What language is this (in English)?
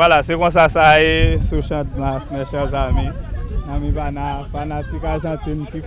Haitian Creole